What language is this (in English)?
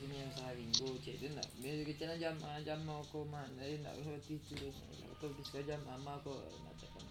Minangkabau